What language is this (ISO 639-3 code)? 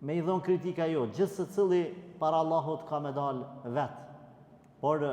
sqi